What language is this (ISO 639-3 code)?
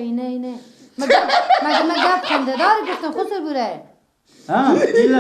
fas